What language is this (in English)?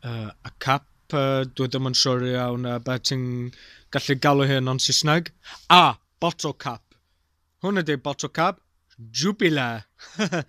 Welsh